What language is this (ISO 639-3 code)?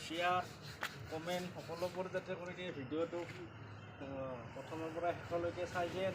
asm